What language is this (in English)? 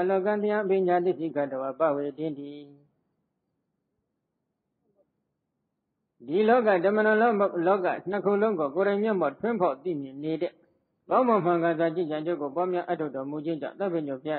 Burmese